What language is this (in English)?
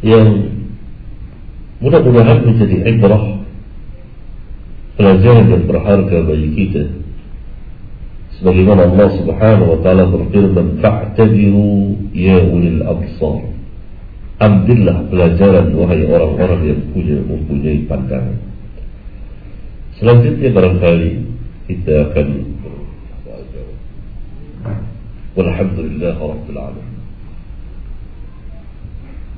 Indonesian